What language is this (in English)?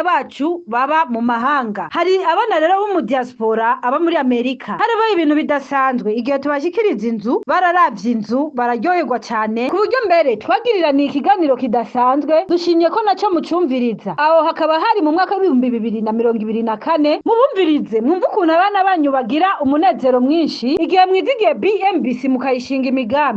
Rundi